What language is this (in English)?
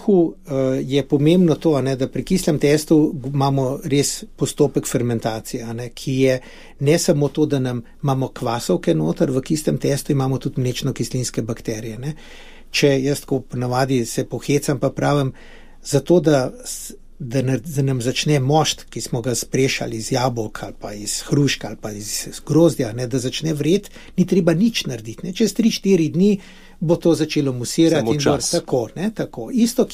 Slovenian